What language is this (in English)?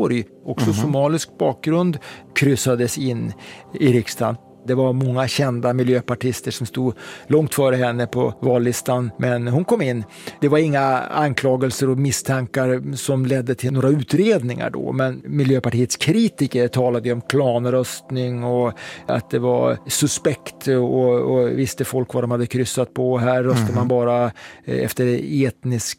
Swedish